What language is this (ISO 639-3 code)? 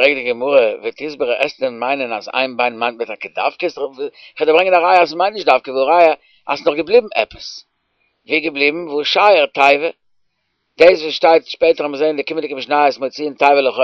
yid